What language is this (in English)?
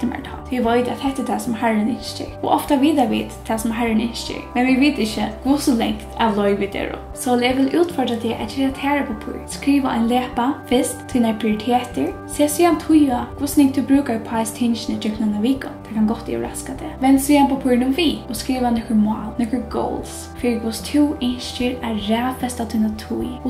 Faroese